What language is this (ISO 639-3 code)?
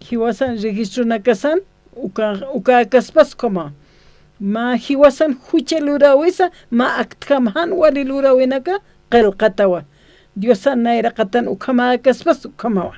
aym